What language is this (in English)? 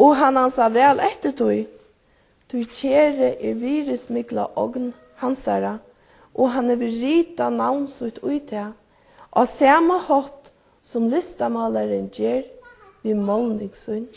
Faroese